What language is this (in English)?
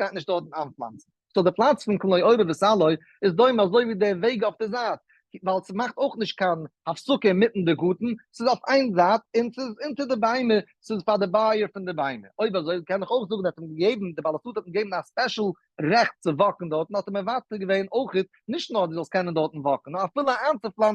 Yiddish